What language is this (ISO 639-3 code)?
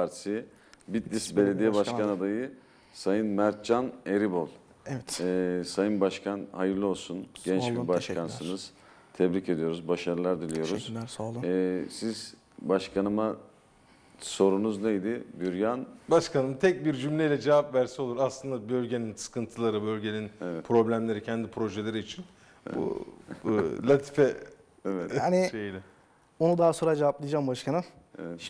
tur